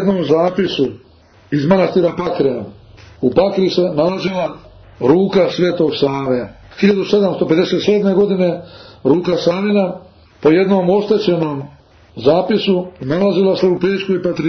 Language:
Serbian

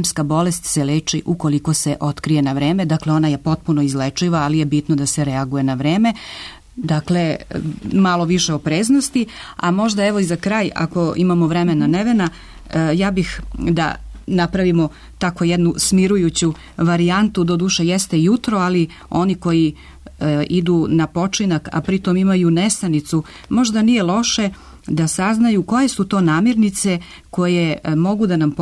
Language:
Serbian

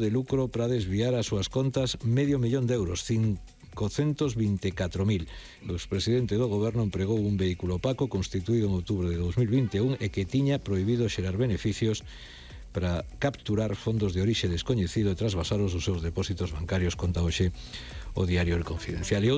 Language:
Galician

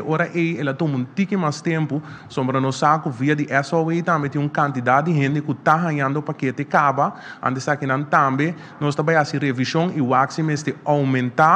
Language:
Papiamento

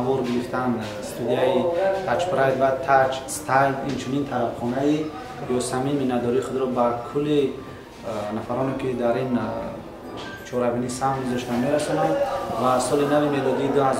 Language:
Tajik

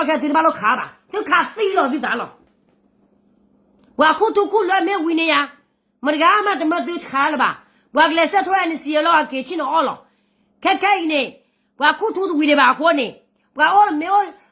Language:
S'gaw Karen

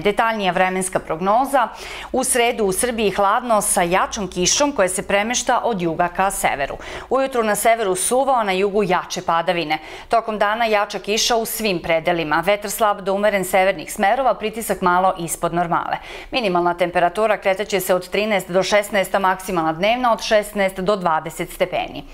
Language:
Serbian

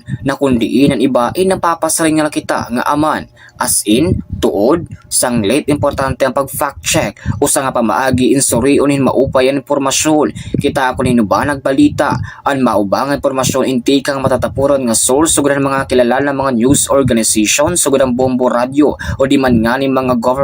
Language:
Waray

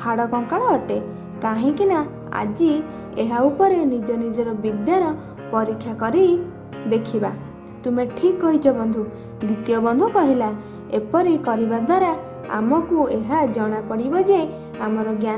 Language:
Odia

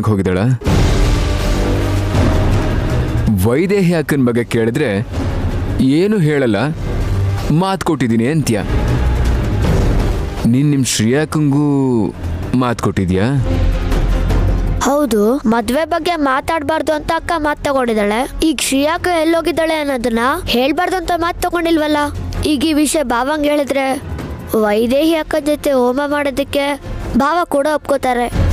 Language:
Kannada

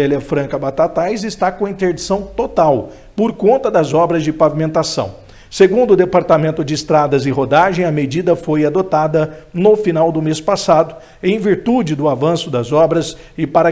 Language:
Portuguese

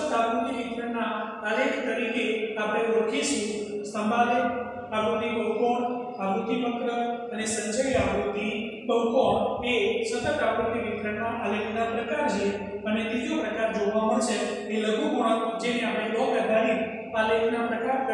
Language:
Gujarati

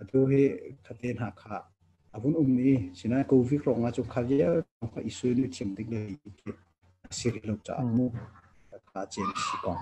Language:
Hakha Chin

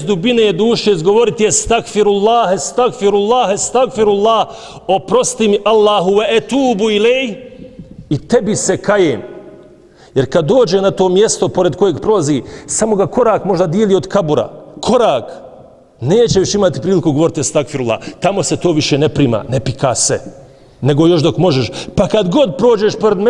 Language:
Bosnian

